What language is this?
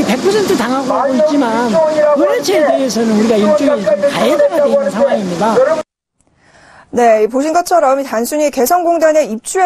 Korean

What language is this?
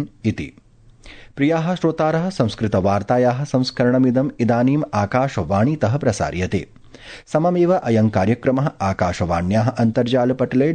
Sanskrit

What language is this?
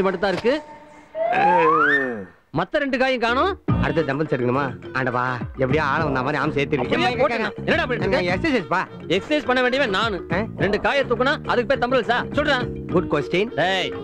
Tamil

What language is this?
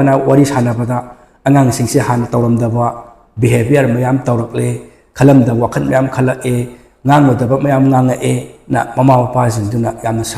Manipuri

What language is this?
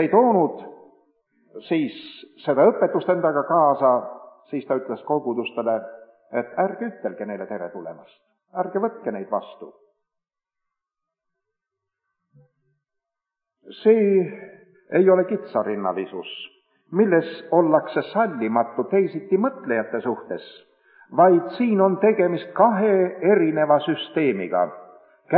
Estonian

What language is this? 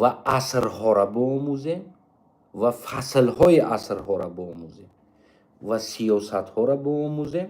Tajik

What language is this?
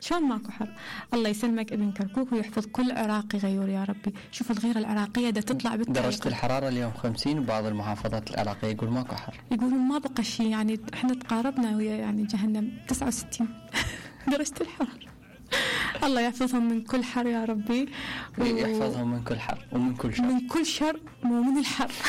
Mesopotamian Arabic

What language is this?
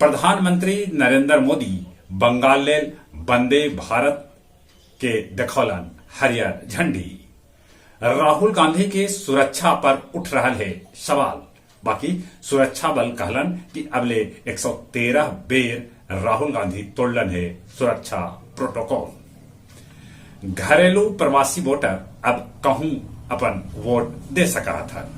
Magahi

